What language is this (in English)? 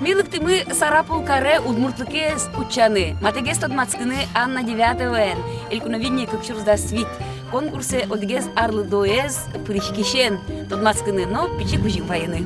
Udmurt